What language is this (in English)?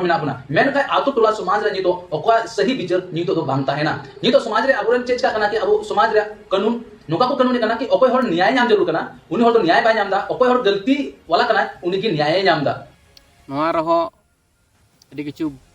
Santali